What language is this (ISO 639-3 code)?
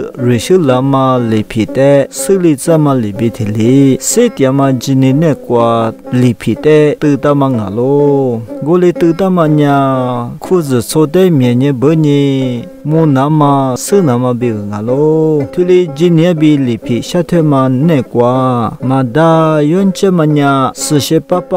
lis